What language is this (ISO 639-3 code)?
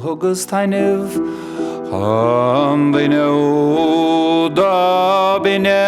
gle